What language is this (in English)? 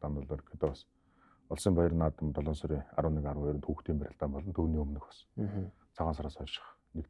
Mongolian